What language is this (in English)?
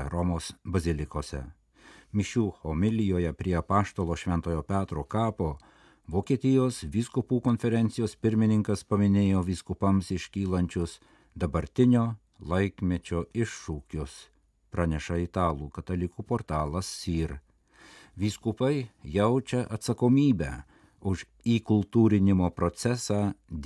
Lithuanian